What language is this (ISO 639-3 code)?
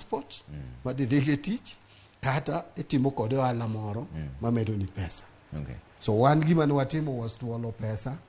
luo